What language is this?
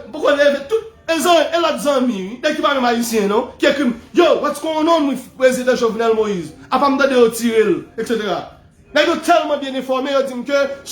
Haitian Creole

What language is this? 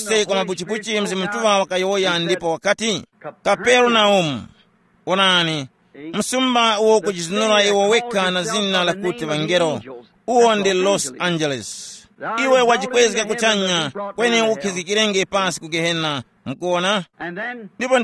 Tumbuka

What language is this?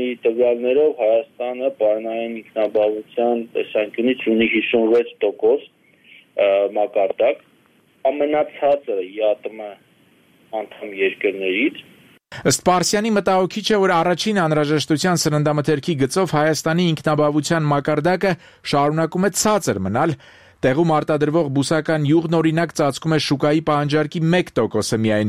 Armenian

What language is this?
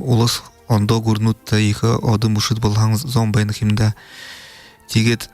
Buriat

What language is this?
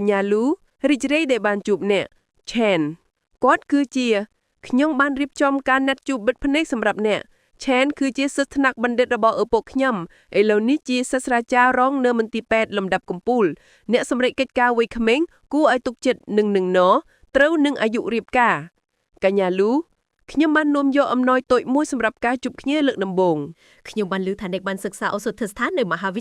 Khmer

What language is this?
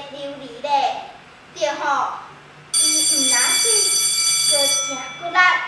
Min Nan Chinese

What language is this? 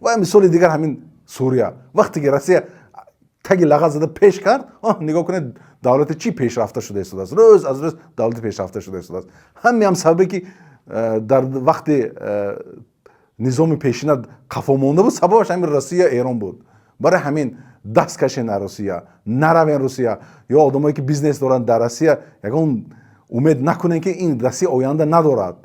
Tajik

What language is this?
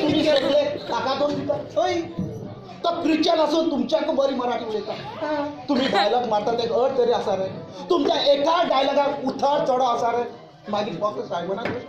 Konkani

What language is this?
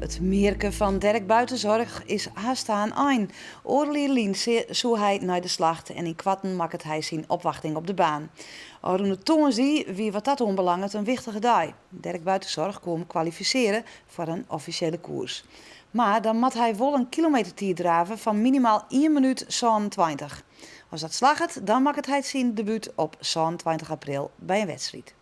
Western Frisian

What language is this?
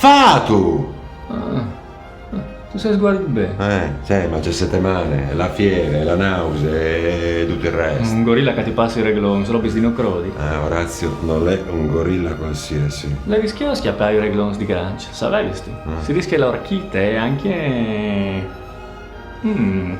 Friulian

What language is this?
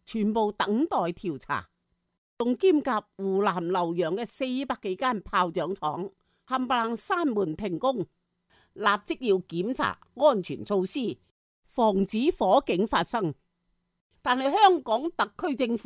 Cantonese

